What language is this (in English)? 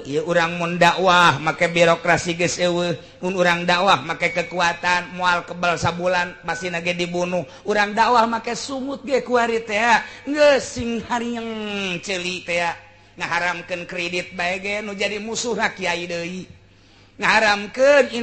Sundanese